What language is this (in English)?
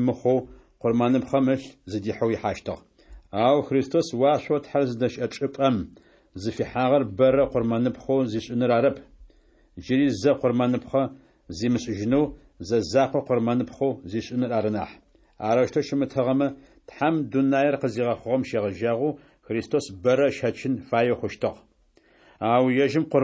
Adyghe